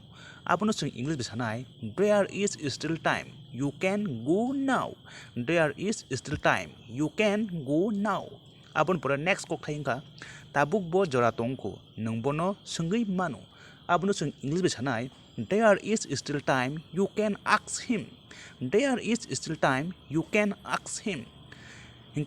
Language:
Kok Borok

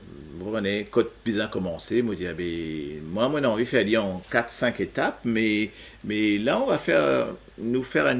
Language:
Morisyen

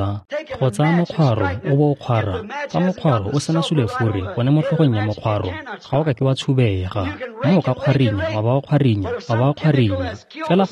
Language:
Tswana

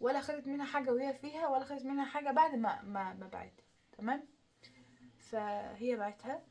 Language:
Egyptian Arabic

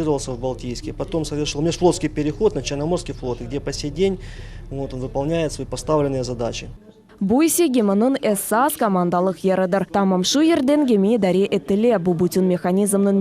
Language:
Crimean Tatar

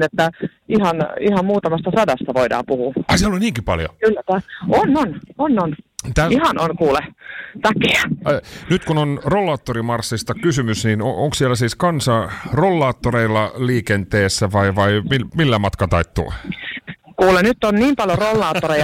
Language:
Finnish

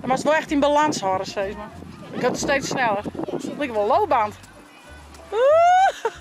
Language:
Western Frisian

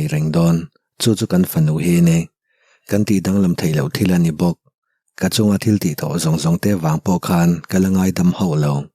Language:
Mizo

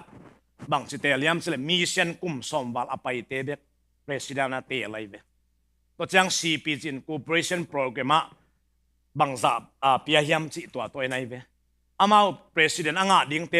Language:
Tedim Chin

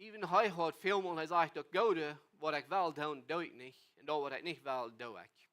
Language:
Plautdietsch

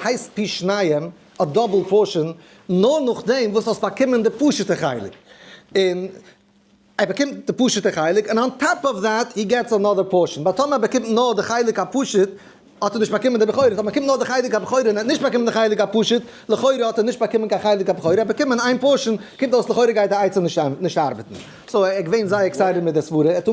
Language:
Yiddish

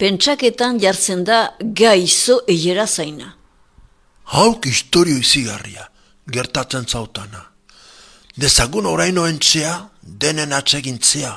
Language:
Basque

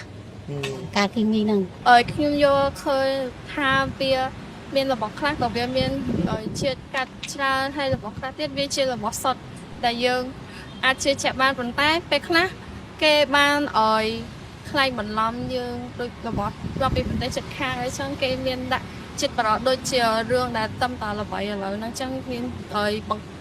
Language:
Khmer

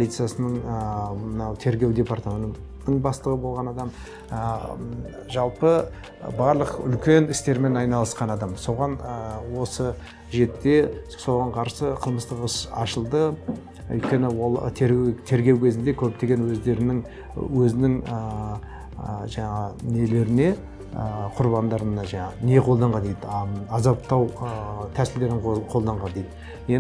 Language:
Kazakh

